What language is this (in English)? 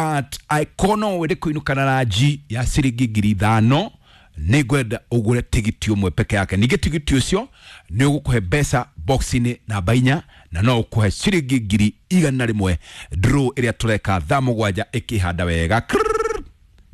Kikuyu